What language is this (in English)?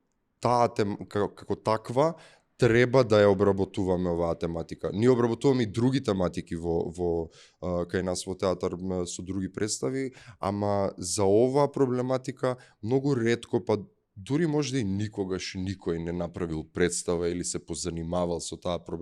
Macedonian